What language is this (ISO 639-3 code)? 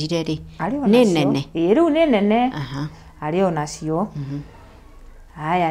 kik